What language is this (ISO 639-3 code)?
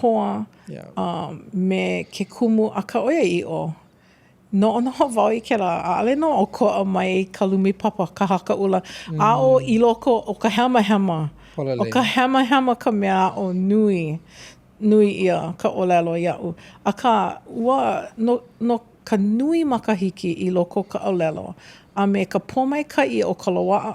haw